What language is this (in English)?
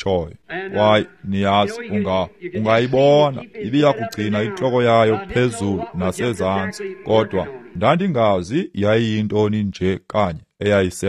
Xhosa